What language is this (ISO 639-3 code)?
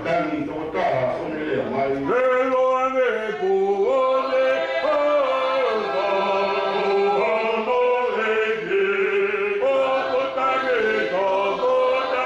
ton